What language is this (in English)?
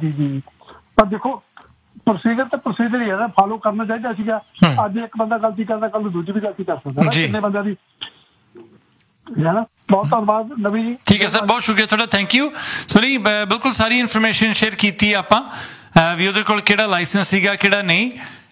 Punjabi